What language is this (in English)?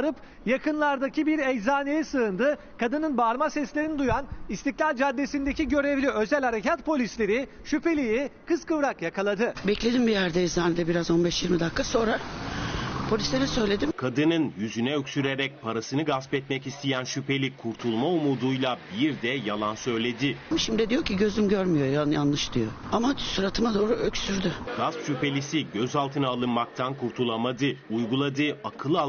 Turkish